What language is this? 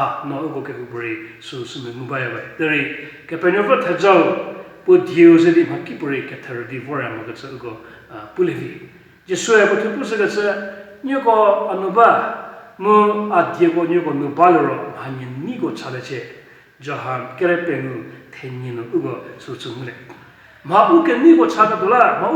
Angami Naga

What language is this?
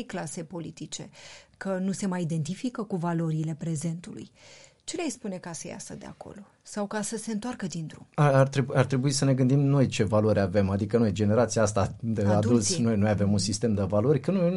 Romanian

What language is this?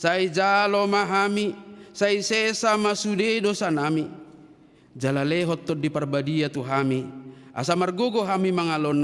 Batak Toba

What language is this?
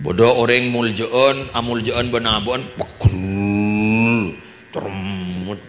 Madurese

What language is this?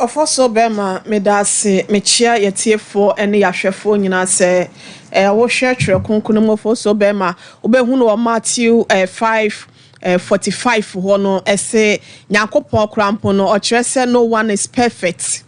Akan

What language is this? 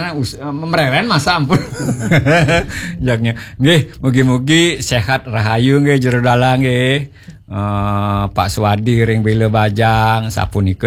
Balinese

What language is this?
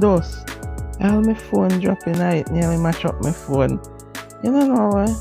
Jamaican Creole English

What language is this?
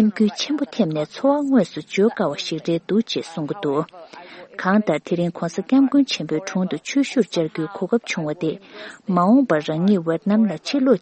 Tibetan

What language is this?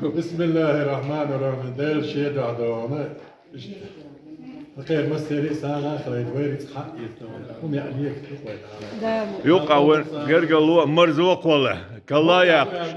Chechen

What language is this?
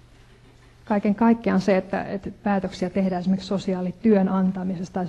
Finnish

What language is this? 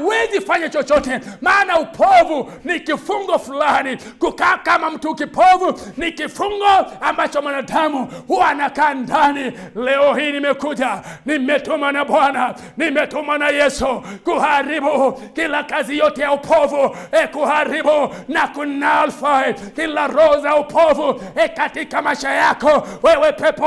Swahili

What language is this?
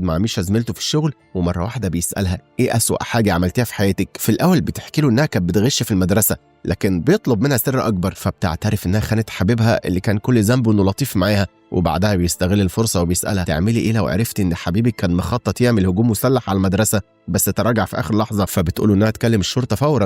Egyptian Arabic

